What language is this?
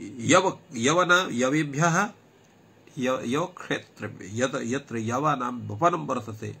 Sanskrit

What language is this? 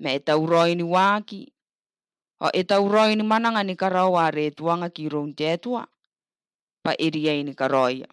Gilbertese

